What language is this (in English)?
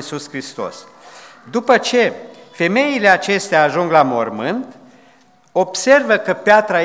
Romanian